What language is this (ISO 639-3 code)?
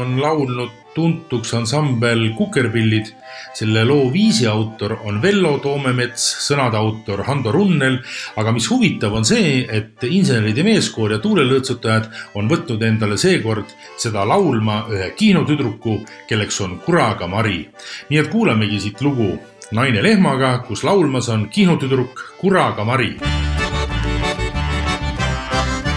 est